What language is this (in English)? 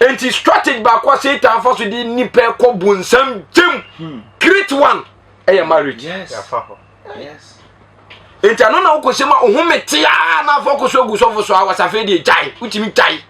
Akan